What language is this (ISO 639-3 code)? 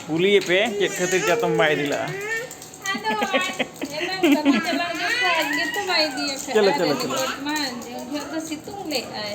sat